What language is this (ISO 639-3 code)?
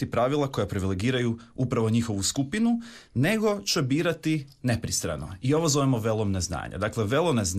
hrv